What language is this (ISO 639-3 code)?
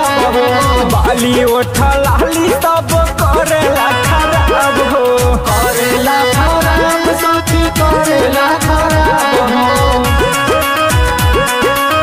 bho